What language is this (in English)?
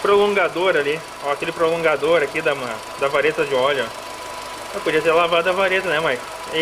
Portuguese